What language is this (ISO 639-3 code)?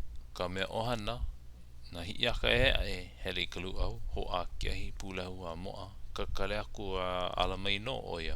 haw